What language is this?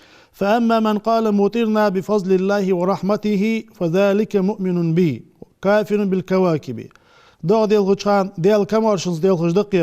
Ingush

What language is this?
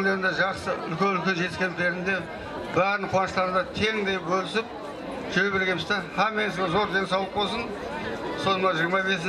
Kara-Kalpak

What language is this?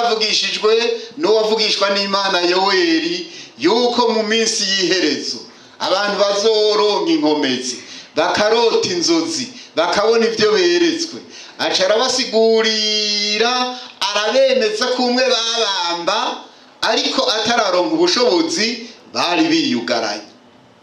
Rundi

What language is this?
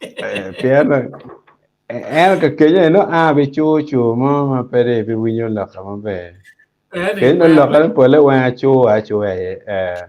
Acoli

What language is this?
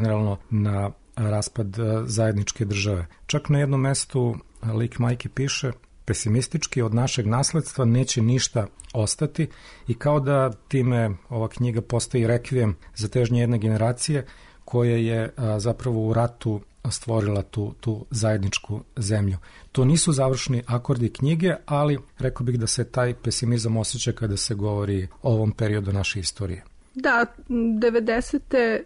Serbian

